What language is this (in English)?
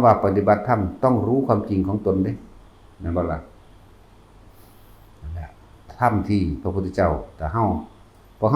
Northeastern Thai